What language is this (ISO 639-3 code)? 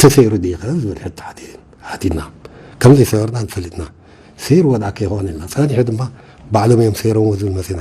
tir